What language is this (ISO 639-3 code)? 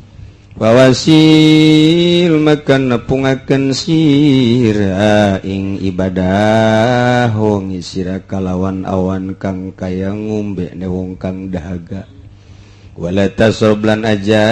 sun